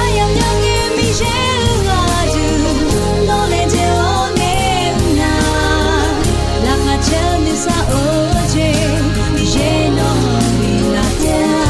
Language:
Akha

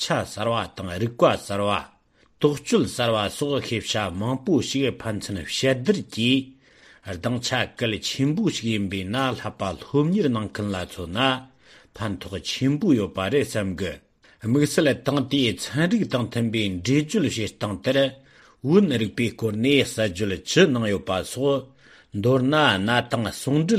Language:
Tibetan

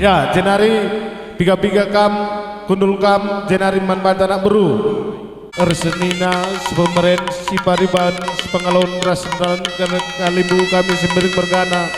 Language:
Batak Karo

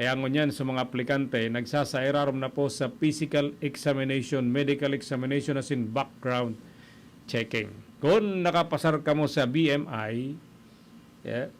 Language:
Bikol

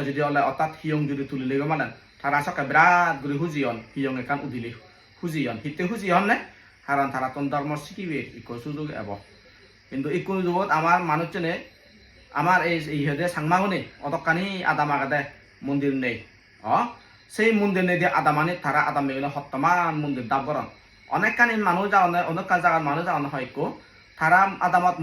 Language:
Chakma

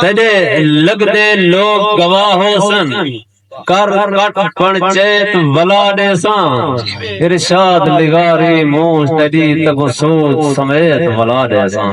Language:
Saraiki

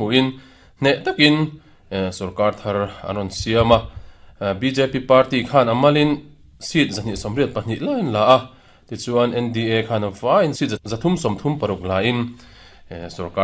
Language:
Mizo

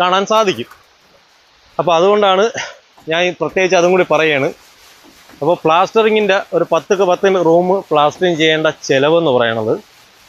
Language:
Malayalam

